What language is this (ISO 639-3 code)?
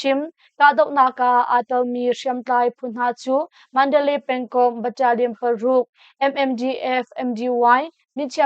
cnh